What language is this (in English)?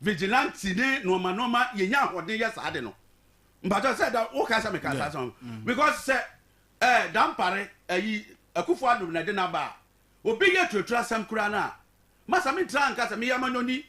Akan